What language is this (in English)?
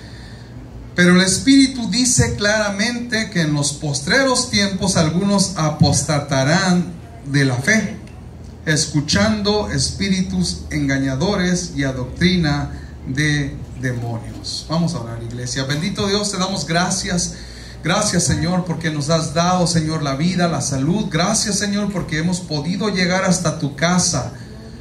Spanish